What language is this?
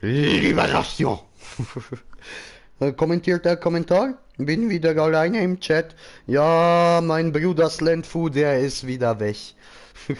Swiss German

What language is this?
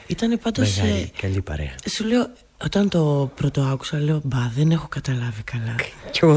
Greek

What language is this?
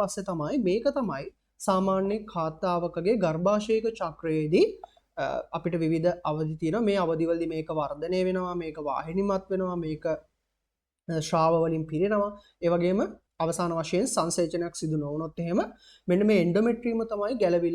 Sinhala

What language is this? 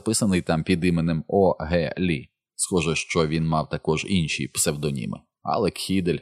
Ukrainian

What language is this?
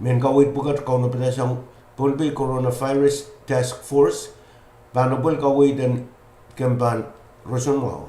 Pohnpeian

